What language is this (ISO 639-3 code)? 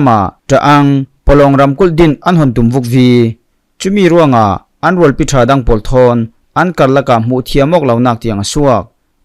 cfm